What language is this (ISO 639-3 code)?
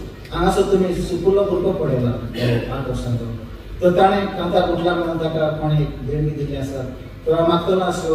kok